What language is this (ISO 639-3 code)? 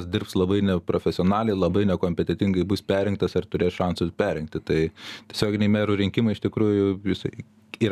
lit